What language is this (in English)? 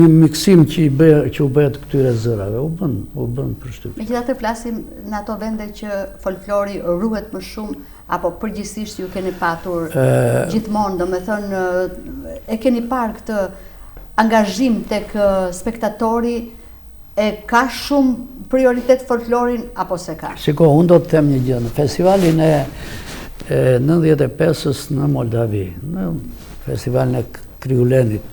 Albanian